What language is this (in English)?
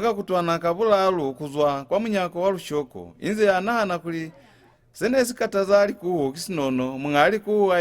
Lozi